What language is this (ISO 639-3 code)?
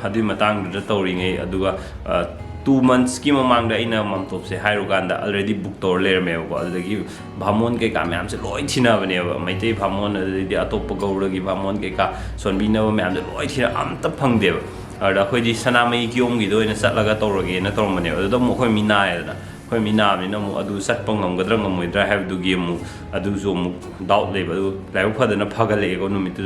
mni